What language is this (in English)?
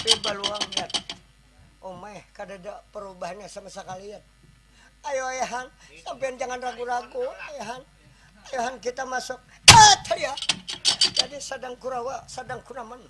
Banjar